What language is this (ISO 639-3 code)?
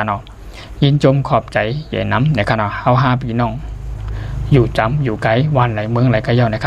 shn